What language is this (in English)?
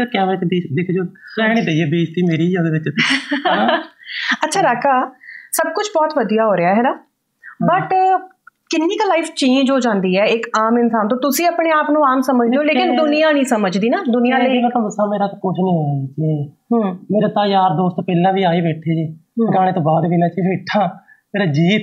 Punjabi